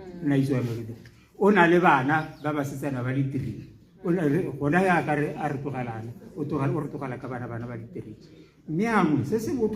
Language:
Tswana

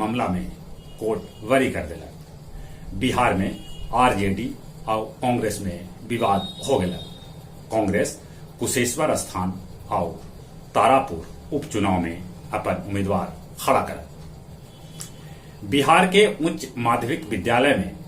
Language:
Magahi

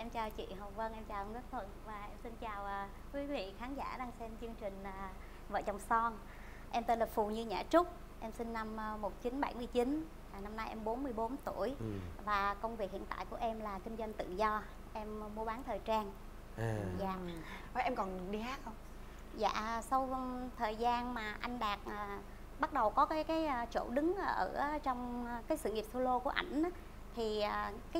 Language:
Vietnamese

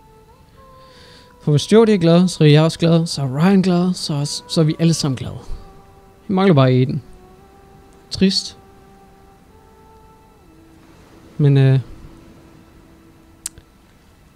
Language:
Danish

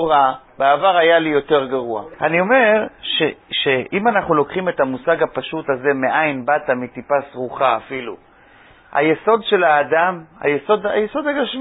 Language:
Hebrew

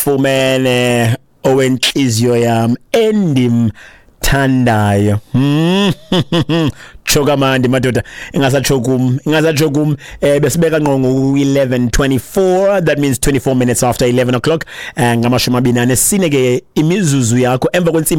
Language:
Xhosa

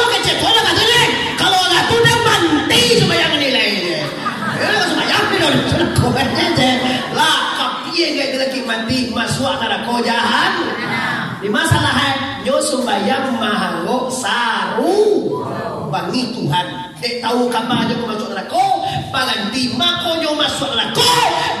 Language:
Minangkabau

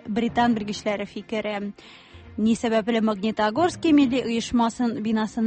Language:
Tatar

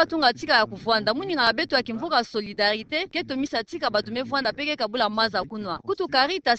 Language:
Kituba (Democratic Republic of Congo)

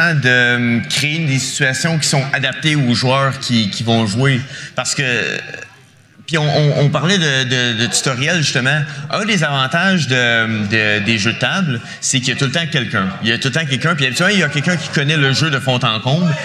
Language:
French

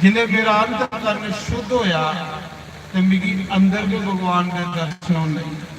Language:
Dogri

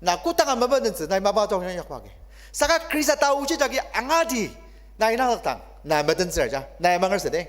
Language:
Ao Naga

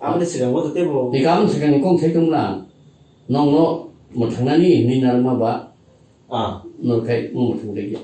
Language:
Kok Borok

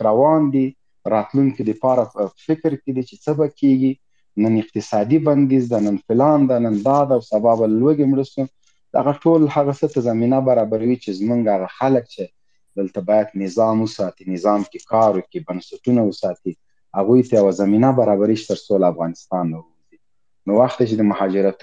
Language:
Pashto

